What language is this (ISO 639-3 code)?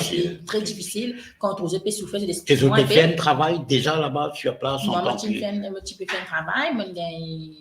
mfe